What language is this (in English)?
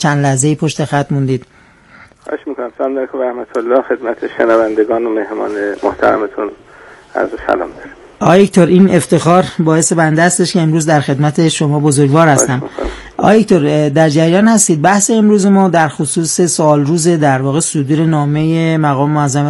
Persian